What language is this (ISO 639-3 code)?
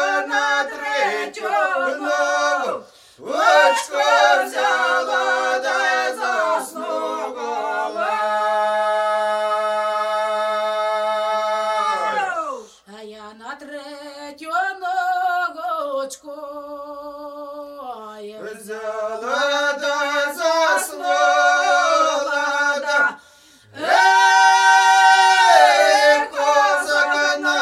ukr